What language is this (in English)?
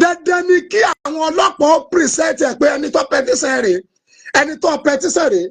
Yoruba